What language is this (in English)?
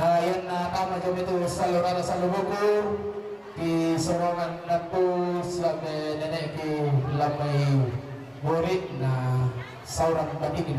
Toraja-Sa'dan